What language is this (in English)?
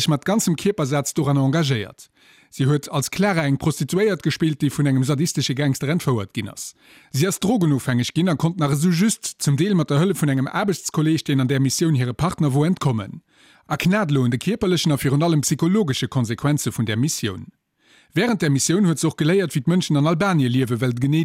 Luxembourgish